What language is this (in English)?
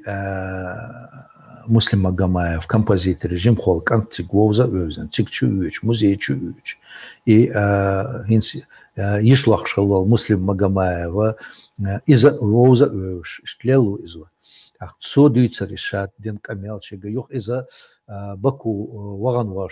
Chechen